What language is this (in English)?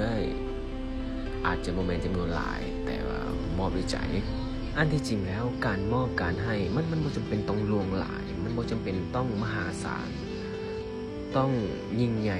Lao